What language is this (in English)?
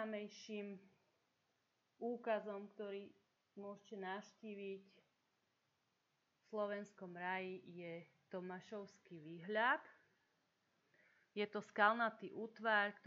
Slovak